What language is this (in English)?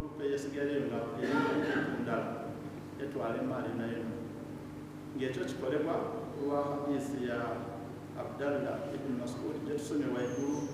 Ganda